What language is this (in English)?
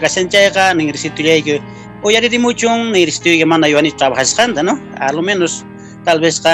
Quechua